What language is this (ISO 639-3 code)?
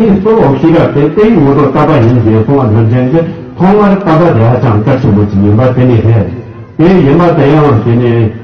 bod